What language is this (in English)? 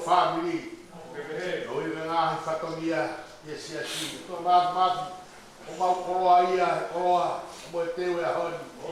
Tongan